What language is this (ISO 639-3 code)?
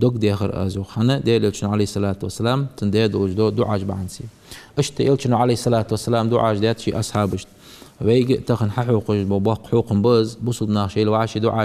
inh